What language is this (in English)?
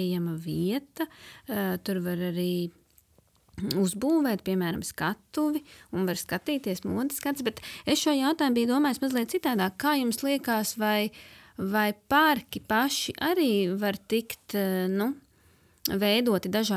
Latvian